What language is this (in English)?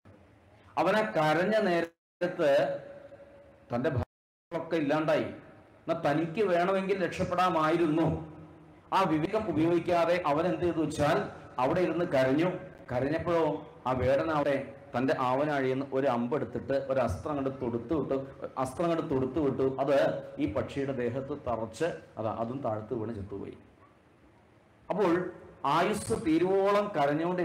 Malayalam